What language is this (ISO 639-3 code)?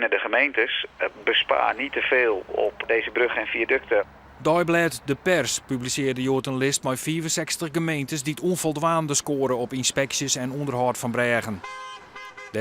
fry